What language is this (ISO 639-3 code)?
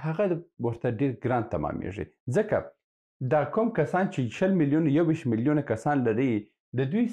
pus